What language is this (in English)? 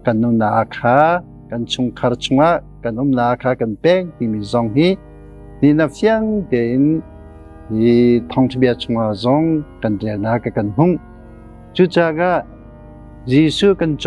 Hakha Chin